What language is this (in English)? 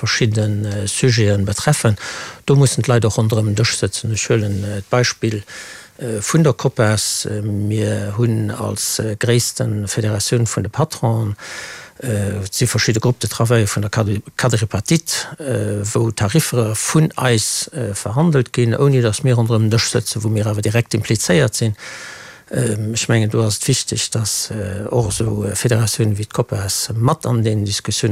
Luxembourgish